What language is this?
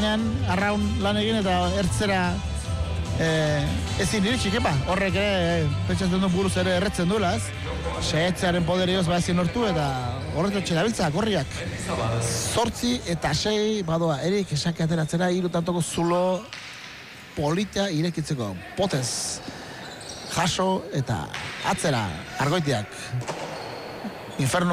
Basque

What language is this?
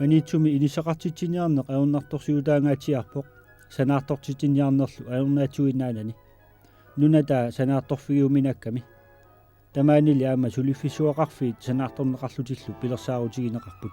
Kalaallisut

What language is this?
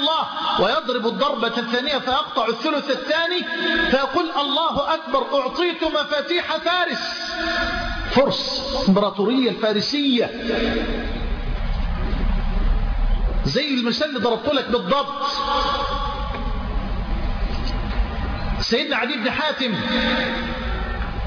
Arabic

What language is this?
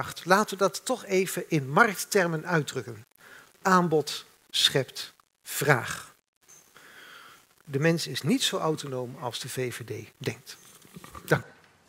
Dutch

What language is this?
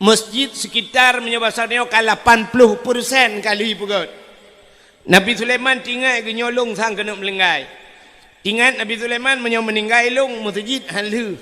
Achinese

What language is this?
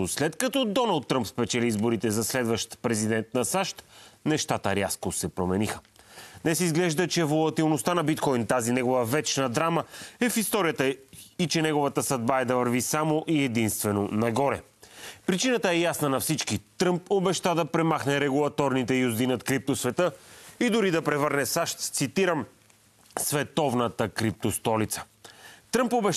Bulgarian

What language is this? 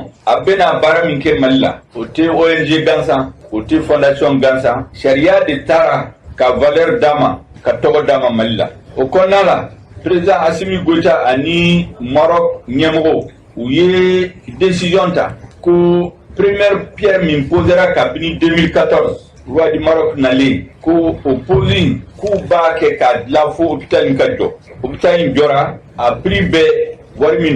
Bambara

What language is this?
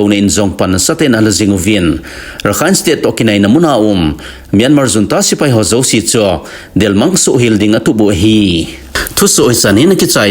Thado Chin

